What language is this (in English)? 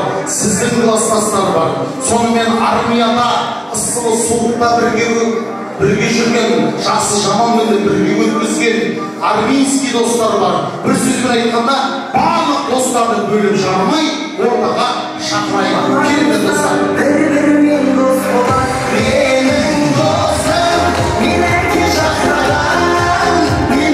Kara-Kalpak